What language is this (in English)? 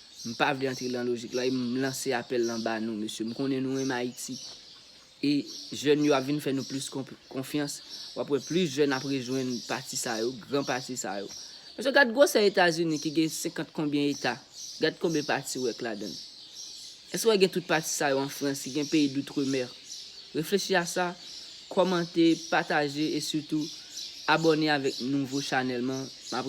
Haitian Creole